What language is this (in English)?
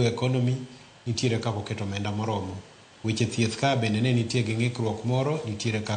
Luo (Kenya and Tanzania)